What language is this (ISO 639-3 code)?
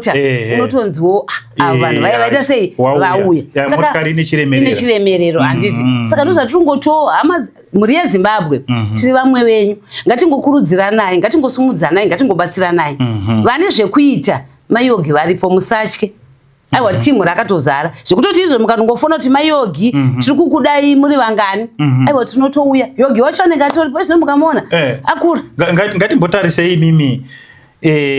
sna